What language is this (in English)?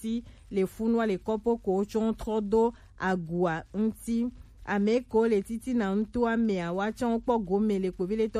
Gen